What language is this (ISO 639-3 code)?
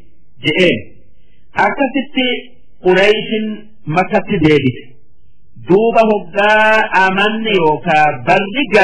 orm